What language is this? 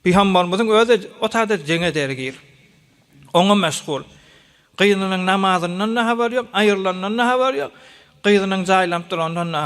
Turkmen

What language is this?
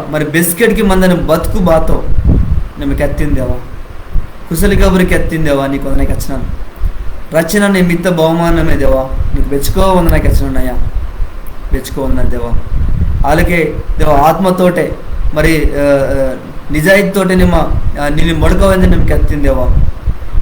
Koya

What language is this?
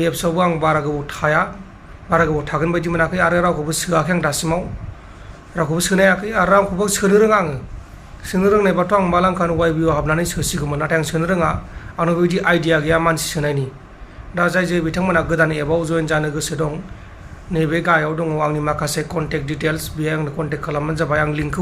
Bodo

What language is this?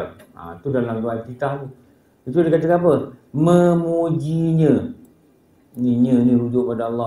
Malay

